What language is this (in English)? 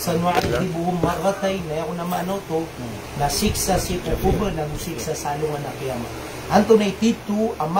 Maranao